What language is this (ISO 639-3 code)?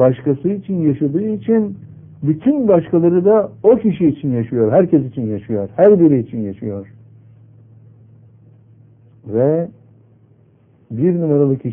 tur